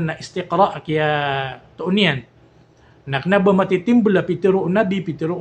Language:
Maranao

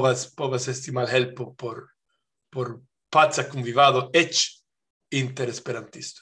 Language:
Esperanto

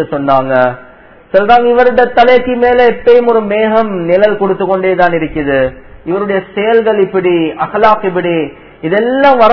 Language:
Tamil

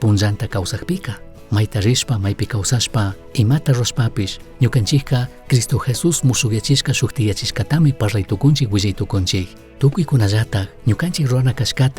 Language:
Chimborazo Highland Quichua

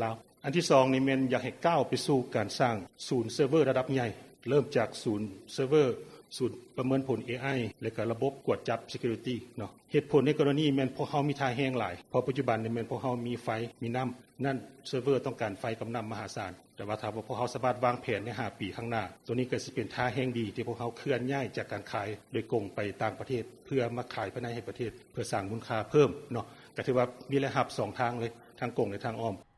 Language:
Lao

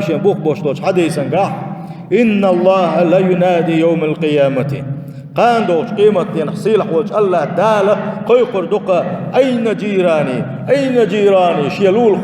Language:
Chechen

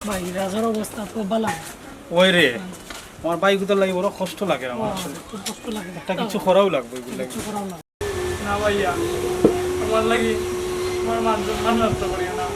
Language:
Sylheti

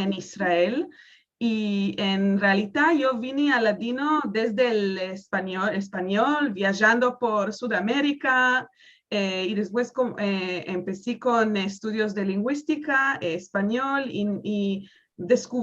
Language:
Ladino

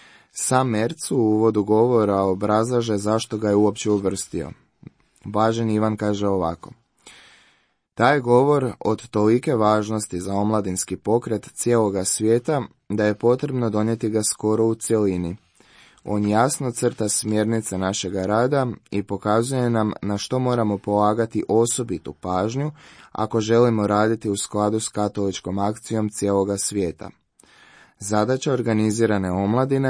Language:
Croatian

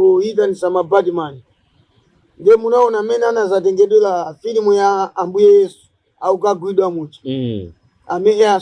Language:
Nyanja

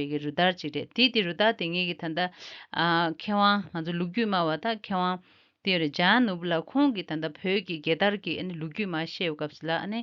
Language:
Tibetan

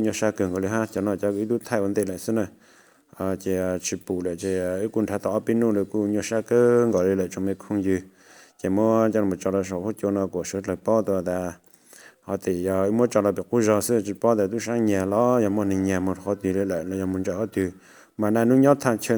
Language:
Hmong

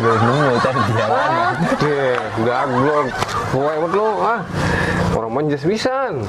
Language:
Betawi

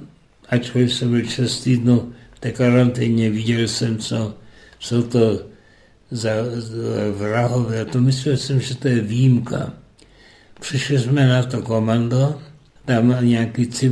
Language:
Czech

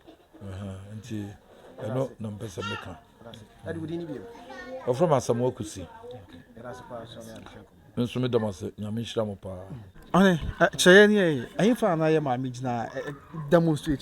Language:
Akan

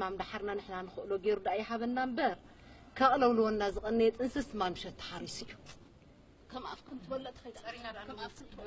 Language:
Tigrinya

